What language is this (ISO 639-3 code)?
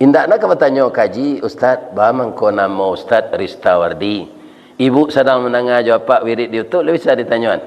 min